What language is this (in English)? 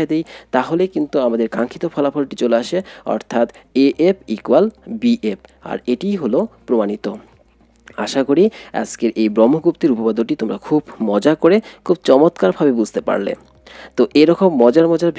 Bangla